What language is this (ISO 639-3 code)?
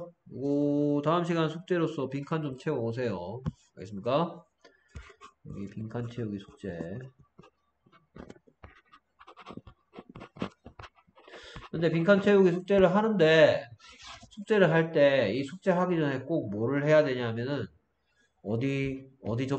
kor